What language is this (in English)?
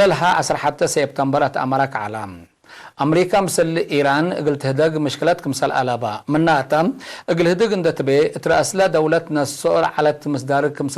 Tigre